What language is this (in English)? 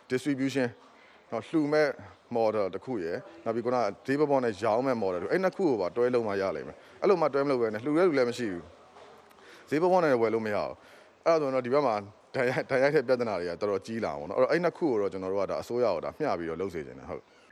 Burmese